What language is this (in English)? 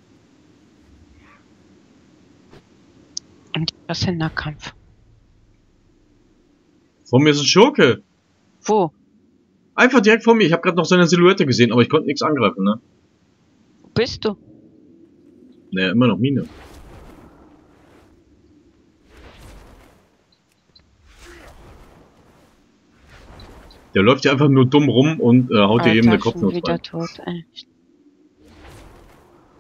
German